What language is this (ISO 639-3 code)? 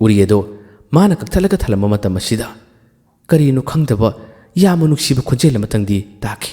mni